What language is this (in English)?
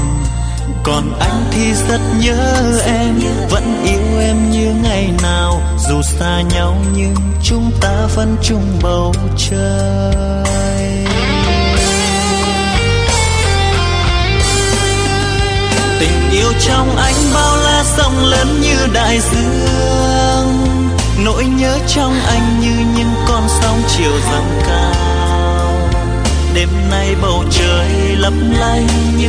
Vietnamese